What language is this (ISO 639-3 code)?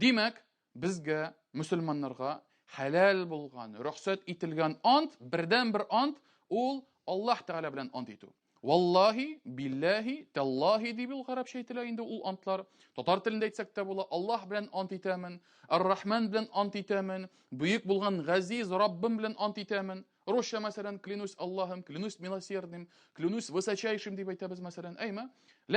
tat